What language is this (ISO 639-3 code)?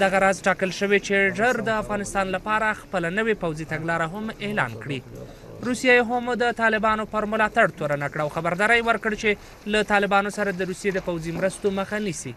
pus